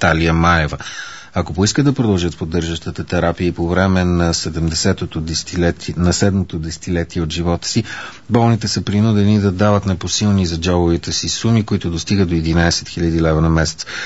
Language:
Bulgarian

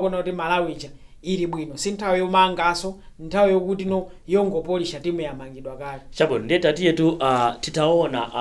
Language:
Nyanja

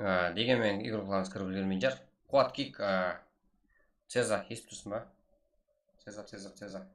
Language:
Kara-Kalpak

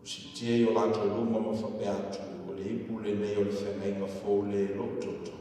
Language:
Samoan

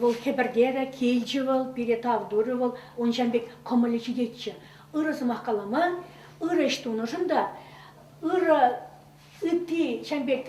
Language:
Chuvash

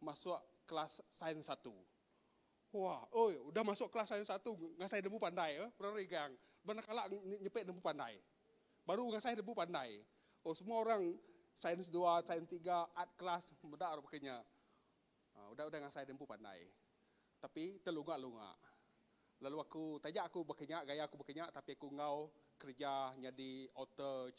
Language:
Iban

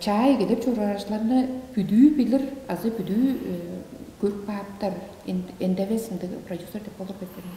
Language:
Tuvinian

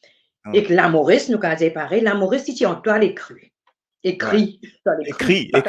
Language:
Morisyen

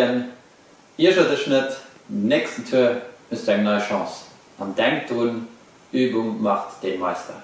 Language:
Luxembourgish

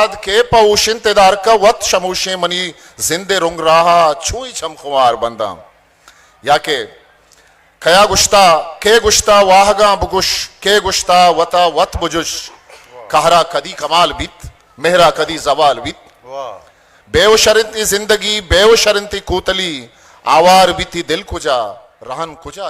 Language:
Eastern Balochi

